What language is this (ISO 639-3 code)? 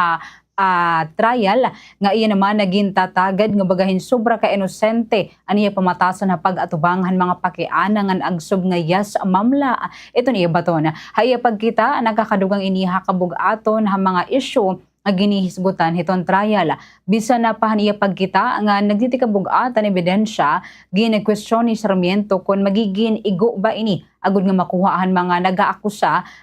war